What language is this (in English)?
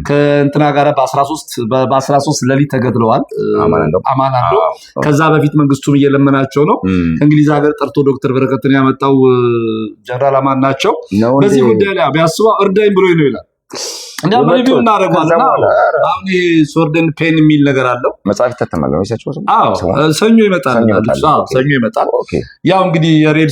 Amharic